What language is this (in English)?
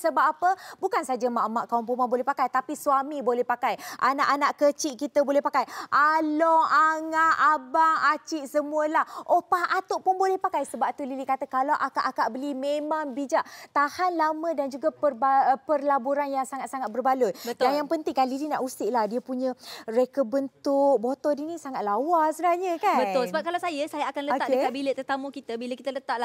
Malay